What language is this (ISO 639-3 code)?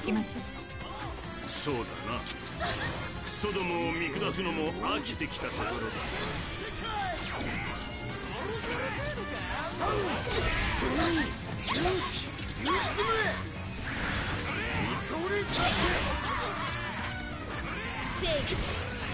jpn